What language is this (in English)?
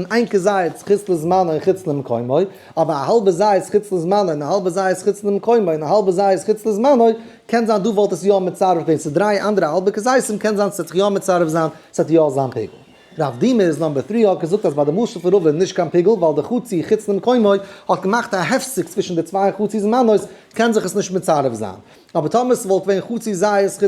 Yiddish